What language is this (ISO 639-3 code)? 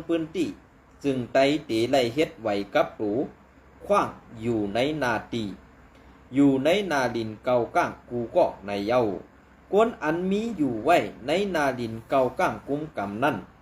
shn